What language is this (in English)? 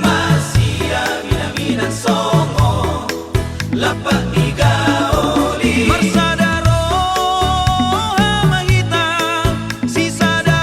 Batak Toba